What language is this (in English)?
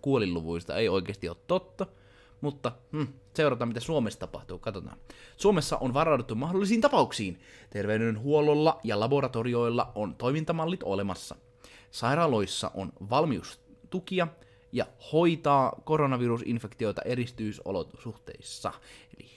Finnish